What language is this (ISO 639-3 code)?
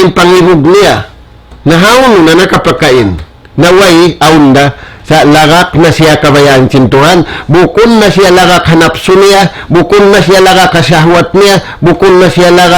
tsg